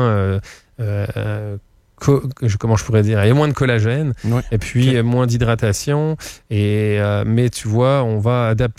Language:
French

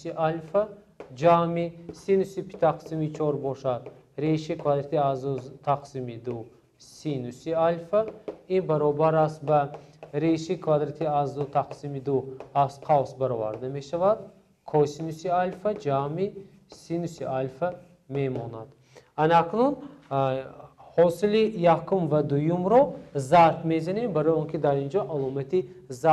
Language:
Tajik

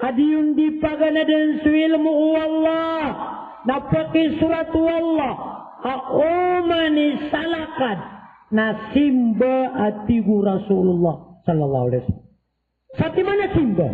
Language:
Maranao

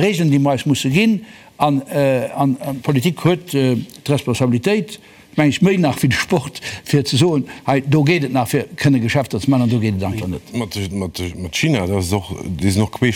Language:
Luxembourgish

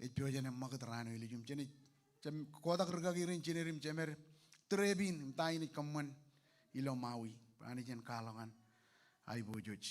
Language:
Marshallese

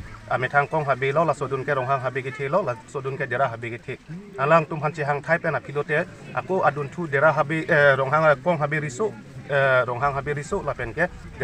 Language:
Karbi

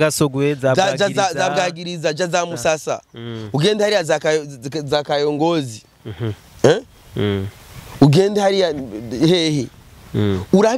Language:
Rundi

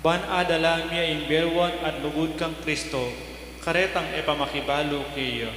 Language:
Pampanga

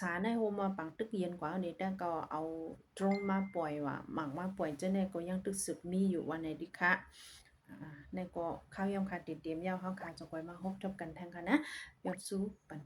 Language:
Shan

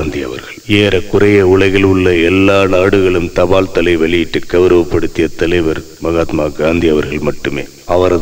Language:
Tamil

